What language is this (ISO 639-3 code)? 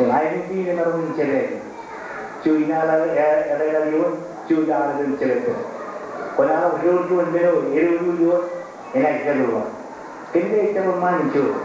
mah